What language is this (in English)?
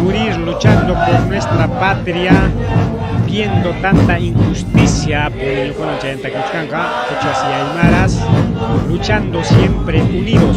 Ayacucho Quechua